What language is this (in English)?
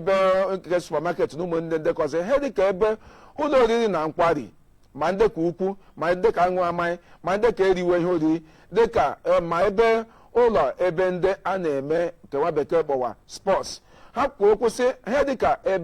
Igbo